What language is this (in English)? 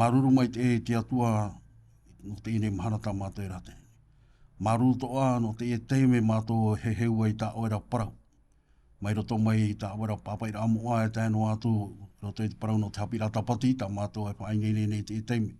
Tahitian